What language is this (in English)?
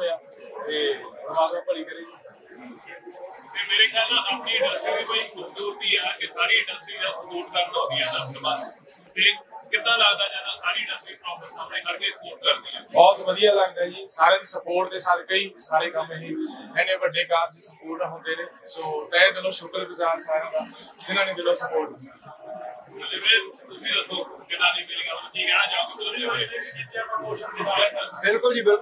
Punjabi